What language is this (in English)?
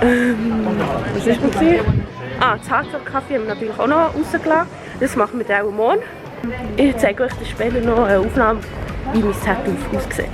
Swiss German